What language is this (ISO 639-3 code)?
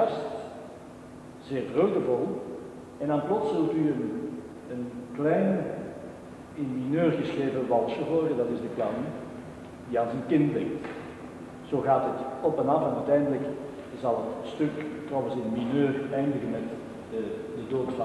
nld